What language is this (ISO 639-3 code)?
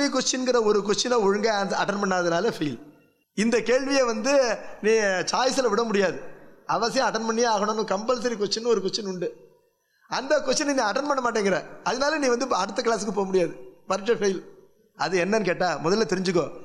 tam